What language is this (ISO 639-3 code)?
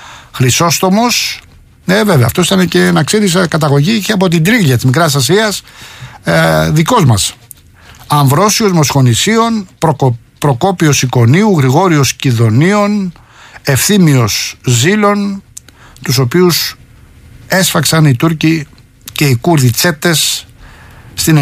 ell